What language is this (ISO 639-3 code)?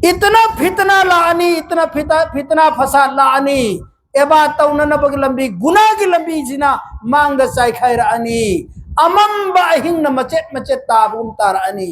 mni